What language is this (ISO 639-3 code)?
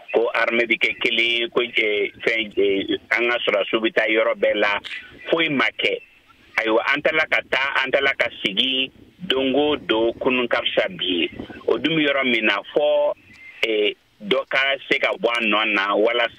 bam